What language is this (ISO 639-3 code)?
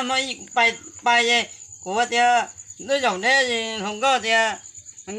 hmn